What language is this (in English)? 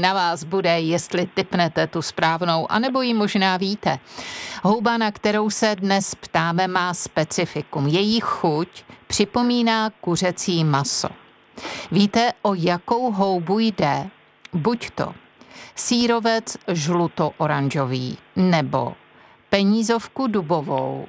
Czech